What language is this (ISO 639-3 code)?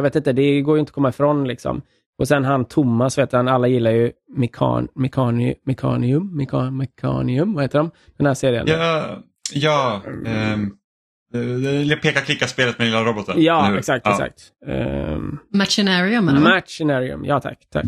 swe